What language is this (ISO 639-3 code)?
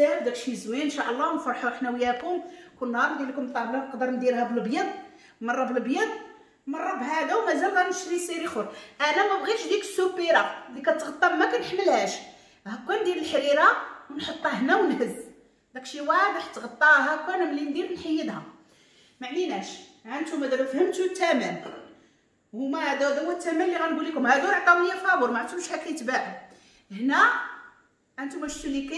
ary